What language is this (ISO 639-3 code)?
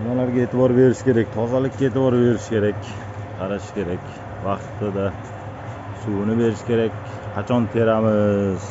uzb